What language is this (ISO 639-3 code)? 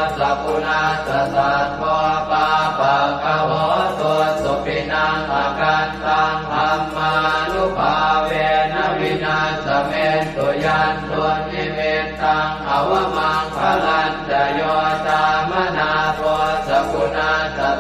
pli